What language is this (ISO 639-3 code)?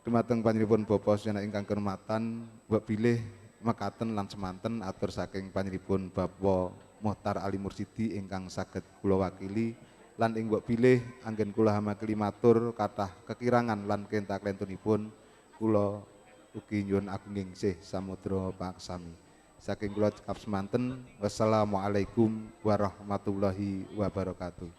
jav